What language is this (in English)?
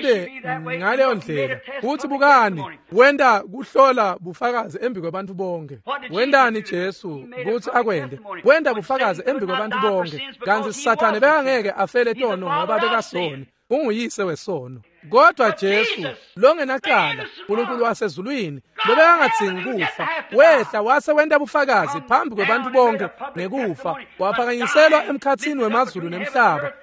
Swati